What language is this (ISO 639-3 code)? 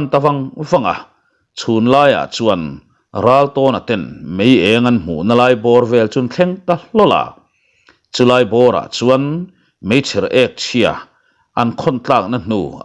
lus